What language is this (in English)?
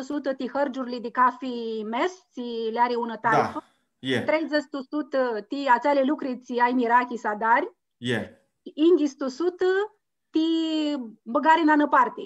Aromanian